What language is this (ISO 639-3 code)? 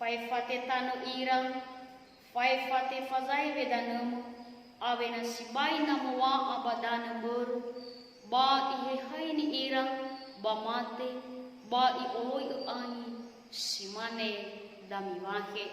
nia